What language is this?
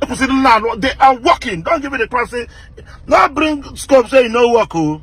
Nigerian Pidgin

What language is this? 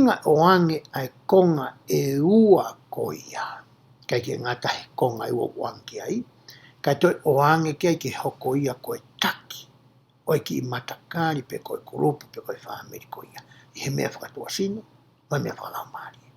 Tongan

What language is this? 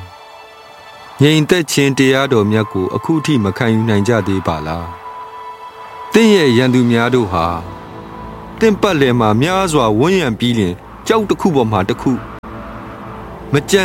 Burmese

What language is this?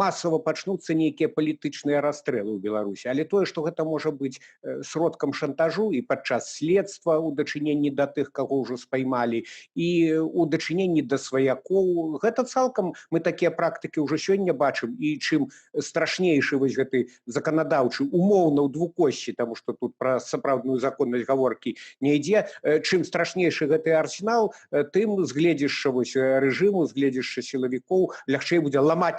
Belarusian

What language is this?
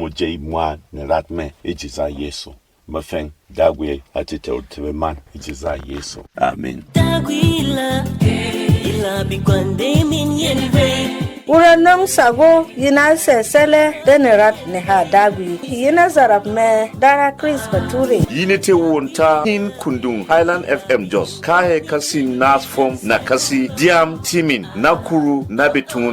Berom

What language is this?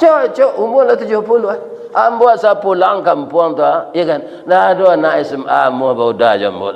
Minangkabau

